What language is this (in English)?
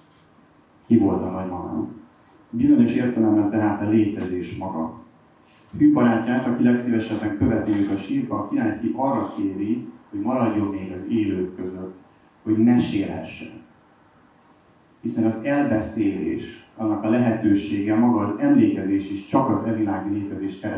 Hungarian